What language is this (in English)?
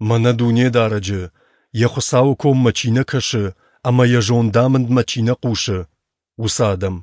Ossetic